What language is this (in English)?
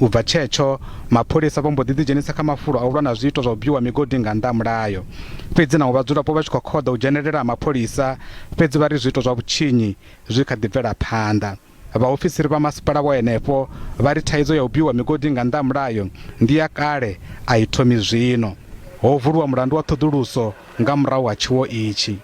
Venda